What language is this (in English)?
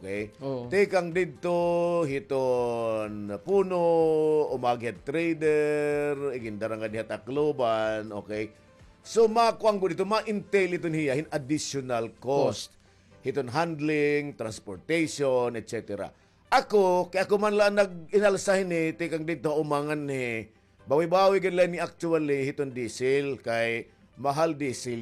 Waray